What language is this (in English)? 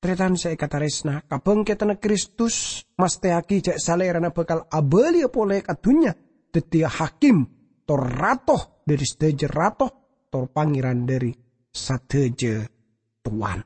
Madurese